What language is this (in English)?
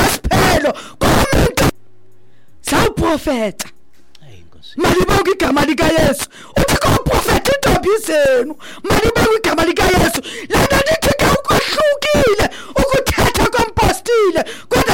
Xhosa